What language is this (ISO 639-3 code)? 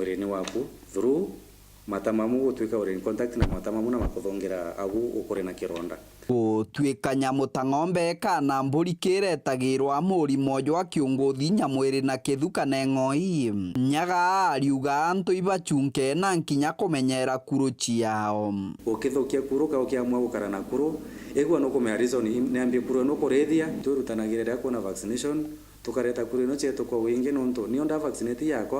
mer